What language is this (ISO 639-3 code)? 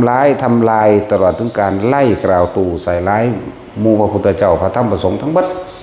tts